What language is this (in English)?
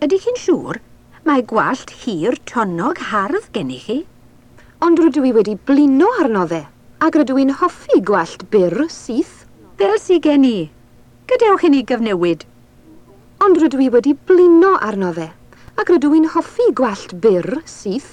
Welsh